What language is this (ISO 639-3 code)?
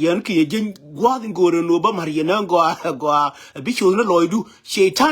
nus